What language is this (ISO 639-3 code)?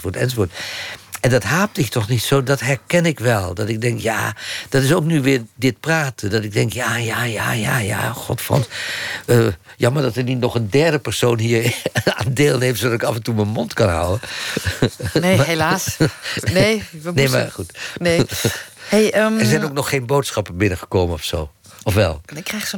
nld